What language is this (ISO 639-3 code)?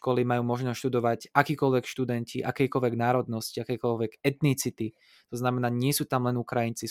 slk